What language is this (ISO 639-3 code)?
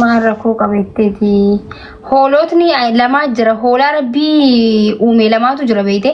orm